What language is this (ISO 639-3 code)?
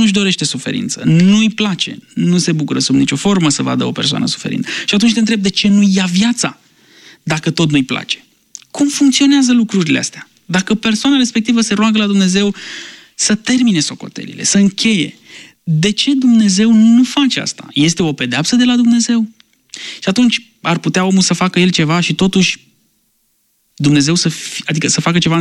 ron